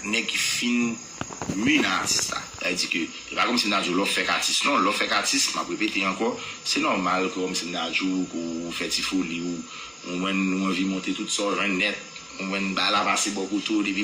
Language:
Haitian Creole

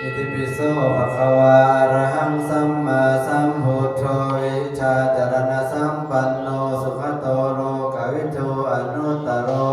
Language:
Pali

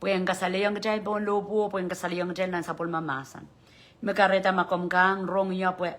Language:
Pohnpeian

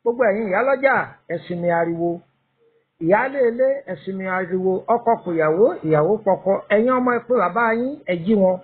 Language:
Yoruba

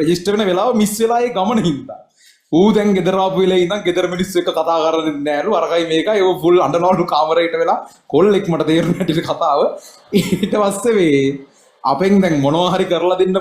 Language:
Sinhala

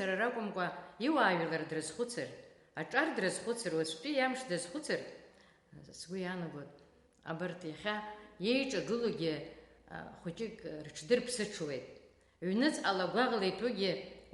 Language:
Abkhazian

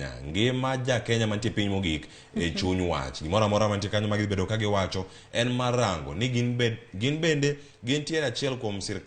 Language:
Luo (Kenya and Tanzania)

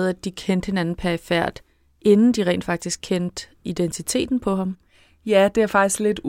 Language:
Danish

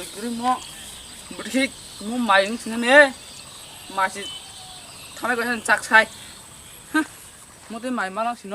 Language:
Kok Borok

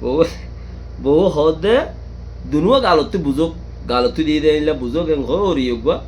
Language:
Rohingya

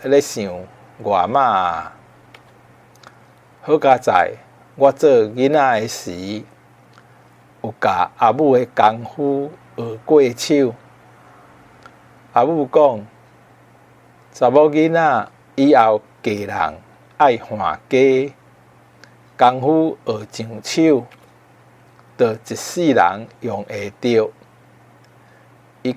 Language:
Min Nan Chinese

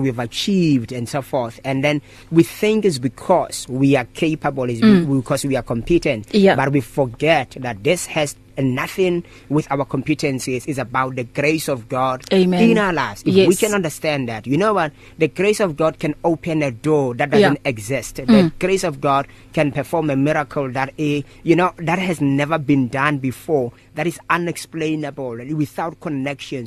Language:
English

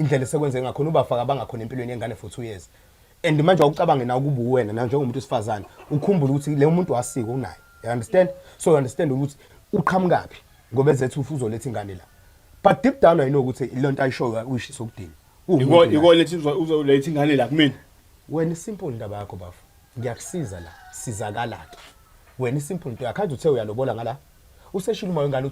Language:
Zulu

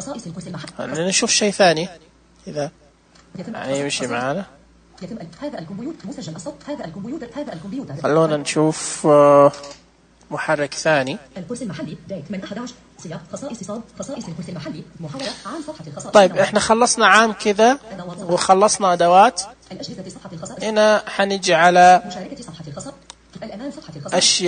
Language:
Najdi Arabic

